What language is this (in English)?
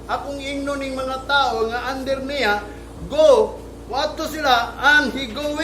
Cebuano